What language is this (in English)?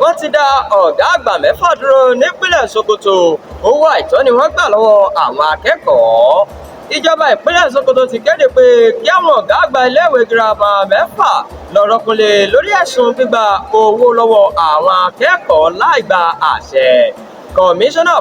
Yoruba